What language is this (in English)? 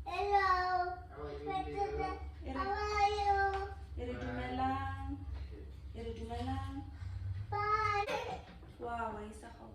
Tswana